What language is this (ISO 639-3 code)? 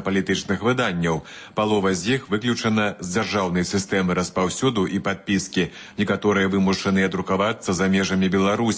bel